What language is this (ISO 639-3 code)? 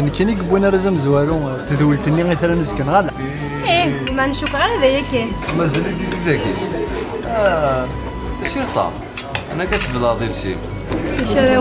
kab